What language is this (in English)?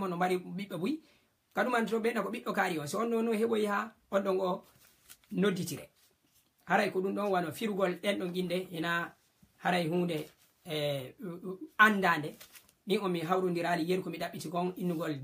Fula